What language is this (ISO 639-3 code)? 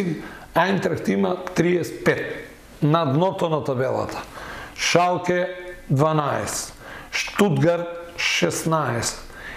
mkd